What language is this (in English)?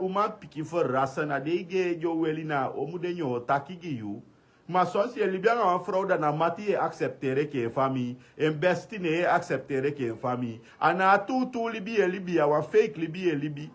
Sranan Tongo